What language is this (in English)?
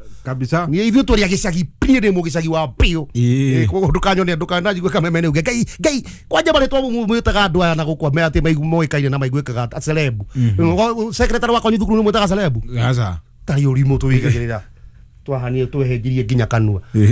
Kikuyu